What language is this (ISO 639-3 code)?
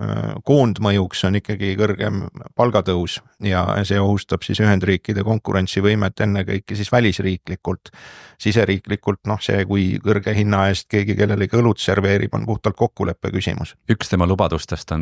est